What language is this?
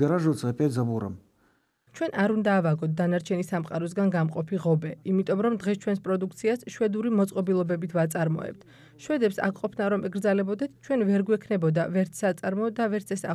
Georgian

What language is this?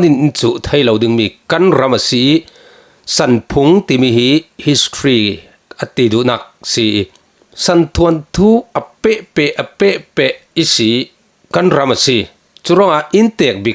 Falam Chin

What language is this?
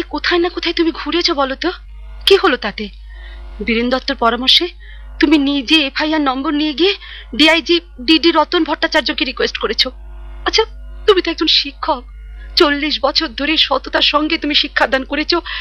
Bangla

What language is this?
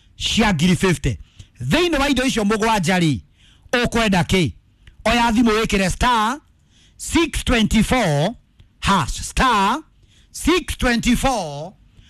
Kikuyu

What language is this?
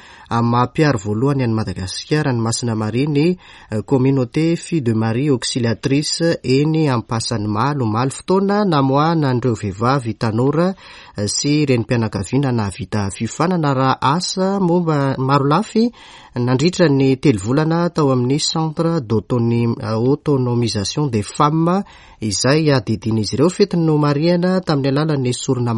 Malagasy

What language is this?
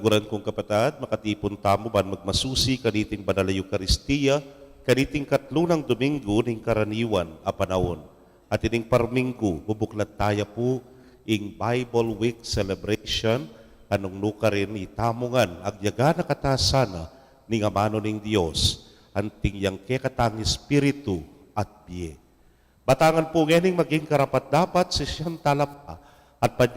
Pampanga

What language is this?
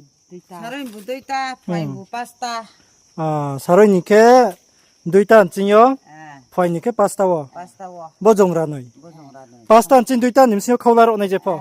Riang (India)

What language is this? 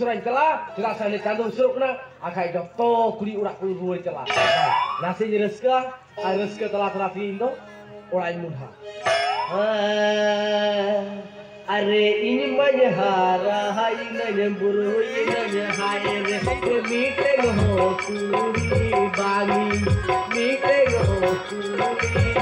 Santali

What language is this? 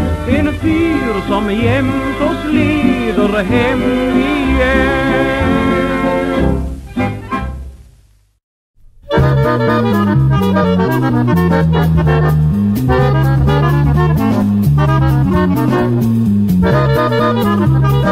Swedish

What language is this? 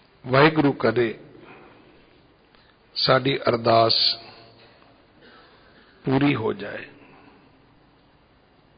Punjabi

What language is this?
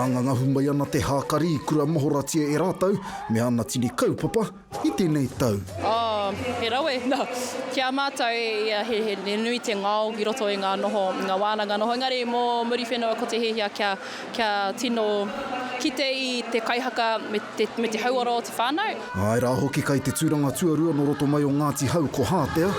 Māori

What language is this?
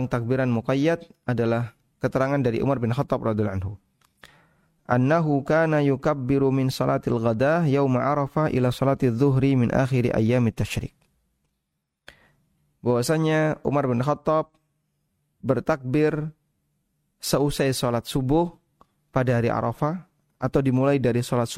Indonesian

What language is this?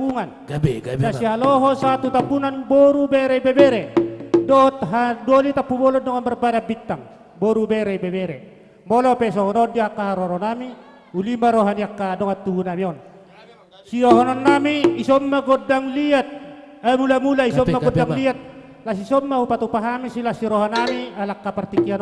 Batak Toba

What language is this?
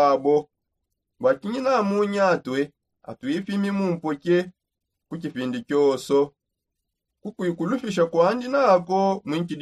Songe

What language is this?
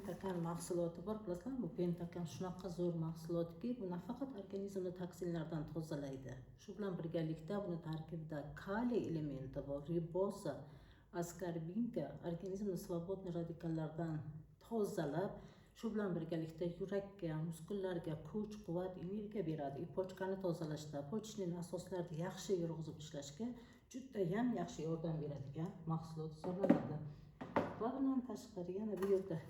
Uzbek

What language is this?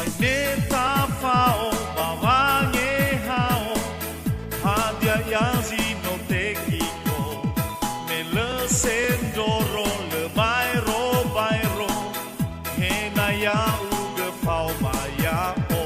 Nias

